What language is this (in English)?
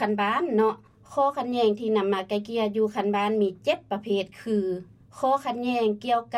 Lao